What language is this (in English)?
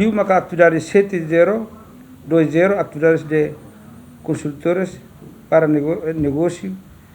Tetum